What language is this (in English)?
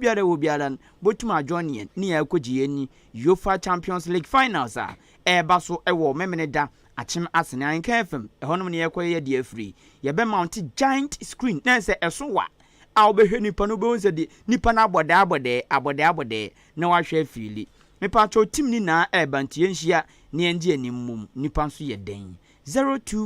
Akan